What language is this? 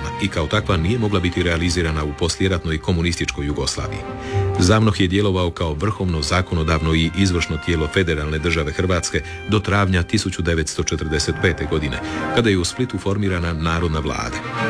Croatian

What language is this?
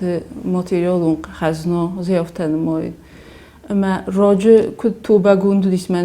Ossetic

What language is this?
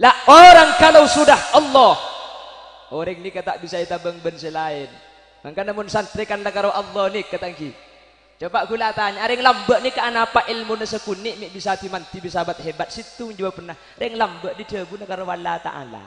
Madurese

